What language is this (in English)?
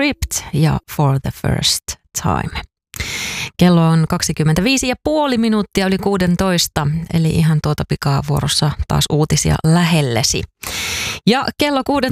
Finnish